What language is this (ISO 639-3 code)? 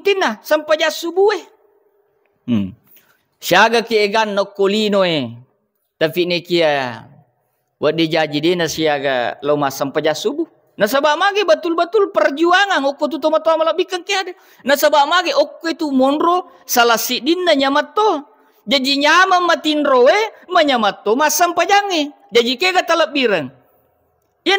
bug